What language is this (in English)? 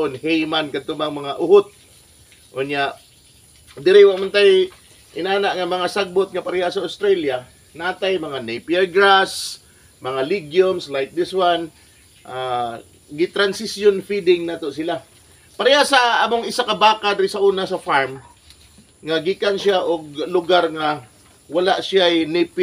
Cebuano